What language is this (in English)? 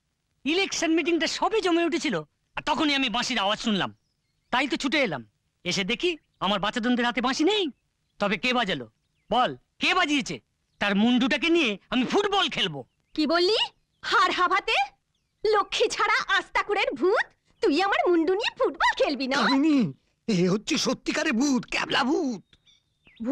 Bangla